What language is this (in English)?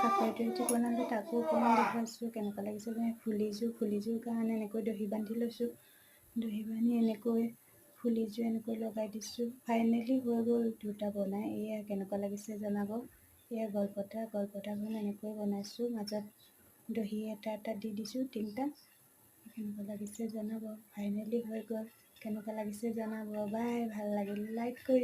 Assamese